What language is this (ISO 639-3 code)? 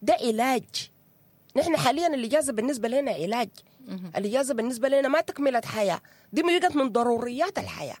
apd